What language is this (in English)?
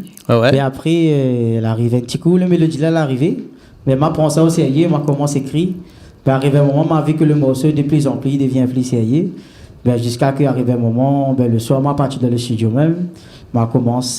Réunion Creole French